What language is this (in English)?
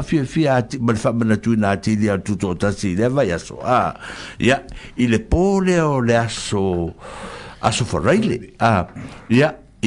Samoan